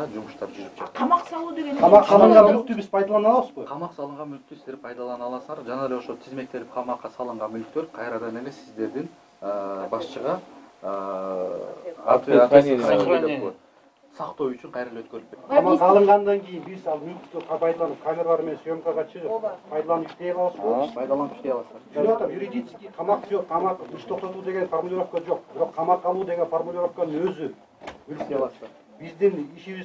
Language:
Kyrgyz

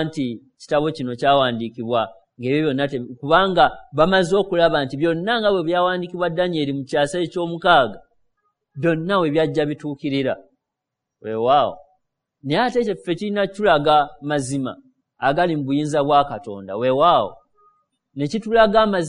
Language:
Ganda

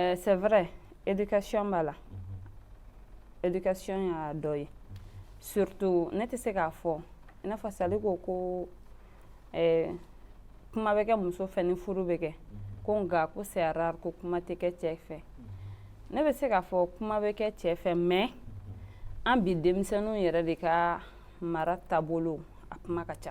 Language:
Bambara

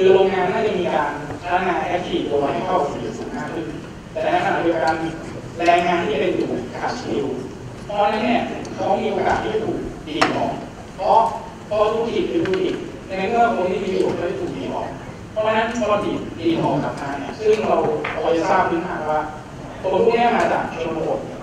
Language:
Thai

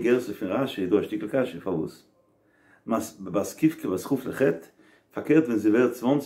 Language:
Yiddish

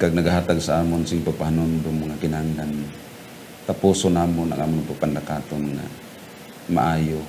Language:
Hiligaynon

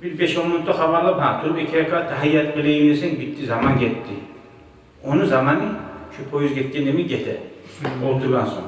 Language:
Kumyk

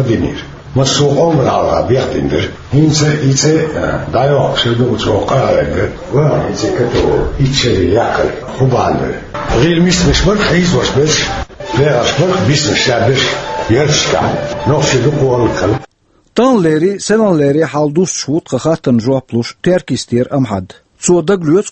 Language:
Chechen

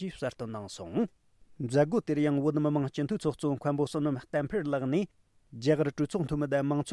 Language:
Tibetan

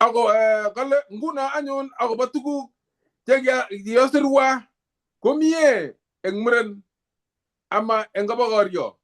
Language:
Kalenjin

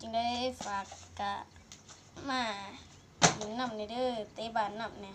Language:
Lao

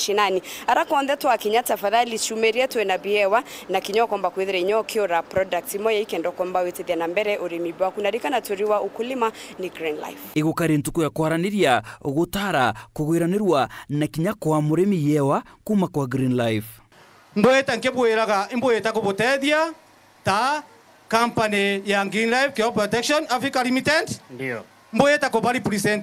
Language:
Meru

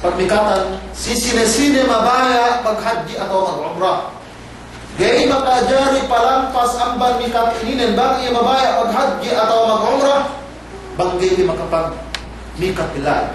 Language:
Yakan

